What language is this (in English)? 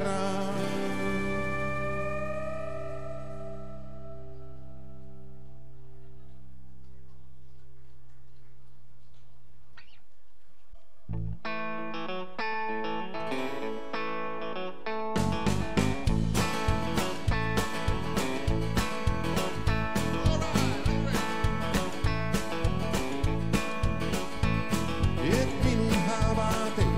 Finnish